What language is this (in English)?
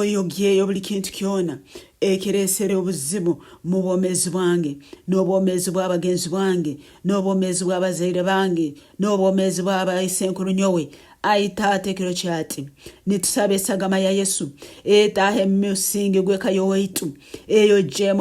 Nyankole